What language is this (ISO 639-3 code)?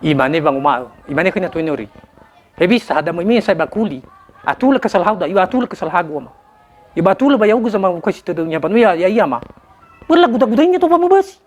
nia